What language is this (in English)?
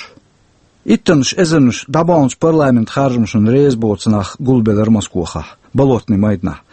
Chechen